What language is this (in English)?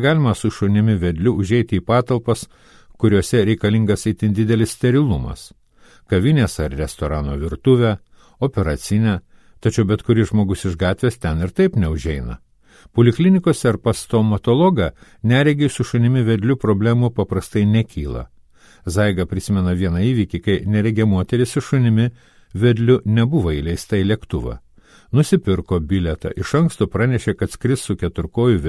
Lithuanian